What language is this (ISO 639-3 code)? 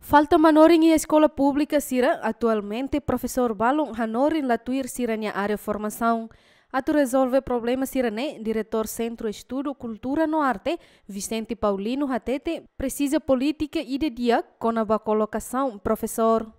tet